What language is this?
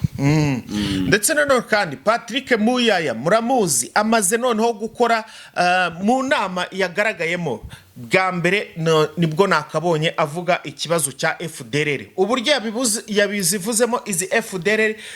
Kinyarwanda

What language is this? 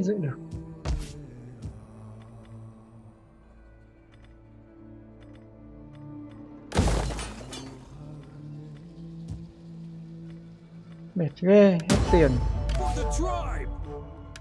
Vietnamese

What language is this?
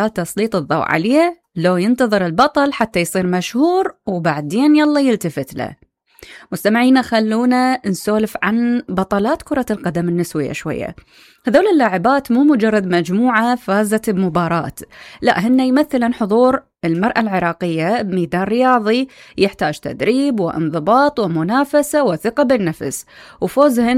Mesopotamian Arabic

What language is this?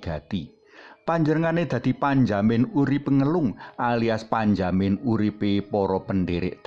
Javanese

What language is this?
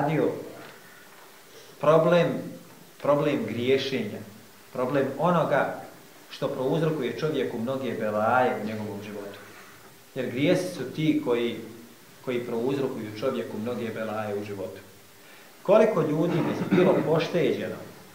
Bosnian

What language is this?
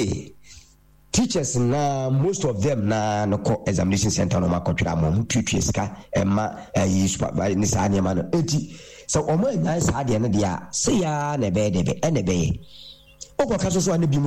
Akan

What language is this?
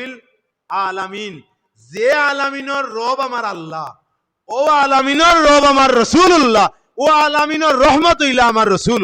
Sylheti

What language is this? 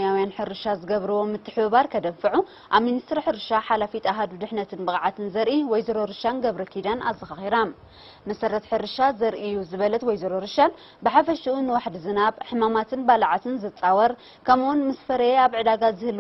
Tigrinya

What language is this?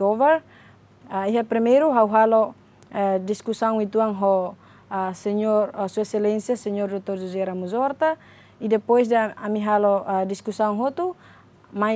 Tetum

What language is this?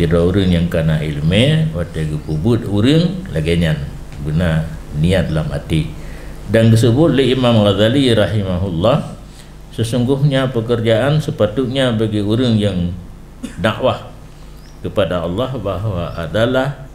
Achinese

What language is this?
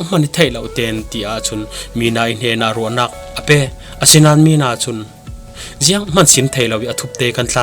Falam Chin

